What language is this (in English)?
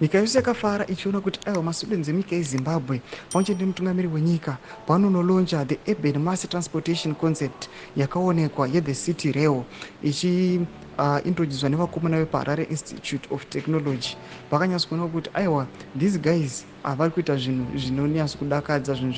Shona